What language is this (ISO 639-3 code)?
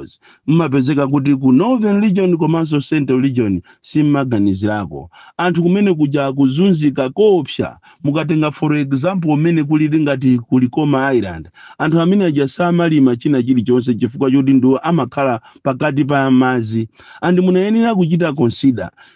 nya